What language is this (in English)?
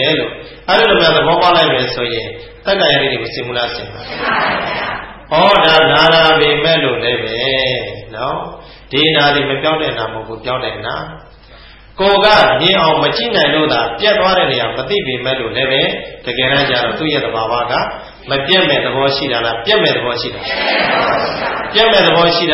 Burmese